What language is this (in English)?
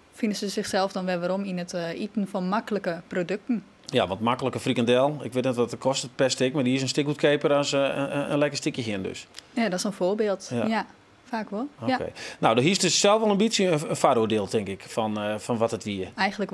Western Frisian